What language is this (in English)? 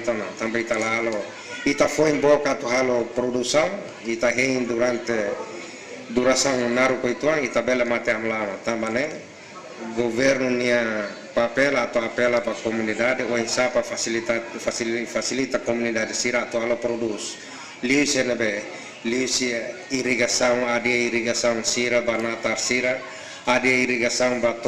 Tetum